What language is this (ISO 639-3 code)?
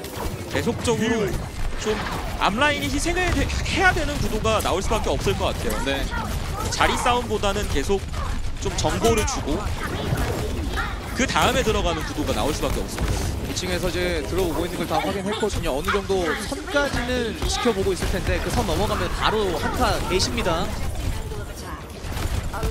kor